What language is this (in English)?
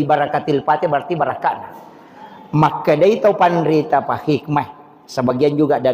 Buginese